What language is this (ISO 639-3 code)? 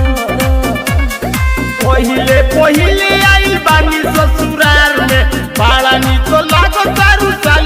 bho